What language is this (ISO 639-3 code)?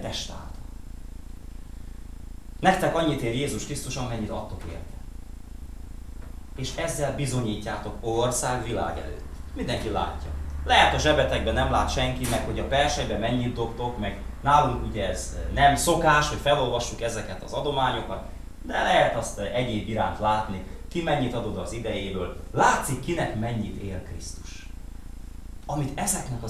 hun